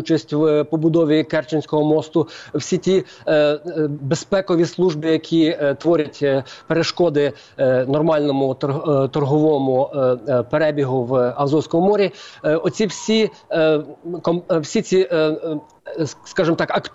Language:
Ukrainian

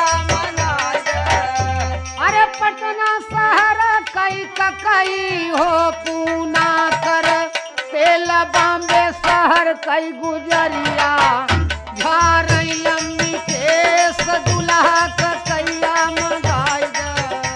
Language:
Bhojpuri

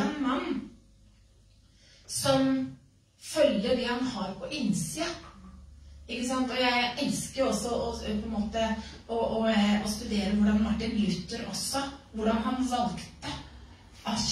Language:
Norwegian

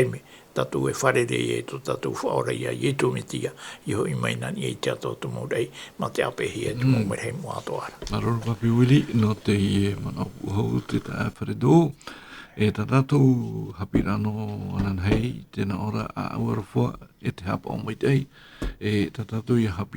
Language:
Tahitian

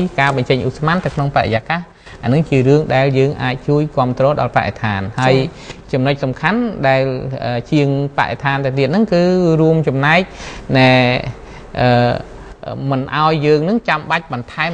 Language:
Khmer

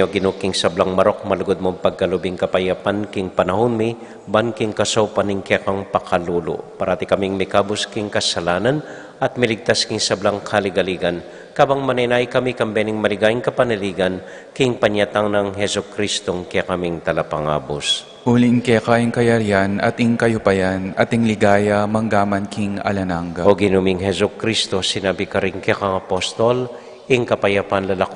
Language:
Pampanga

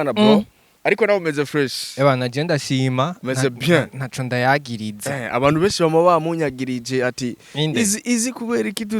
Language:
Rundi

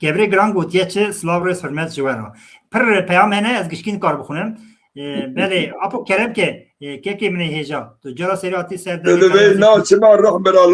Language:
Kurdish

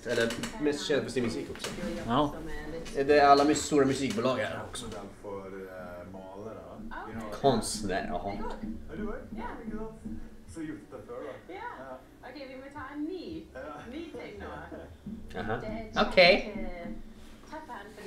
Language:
Swedish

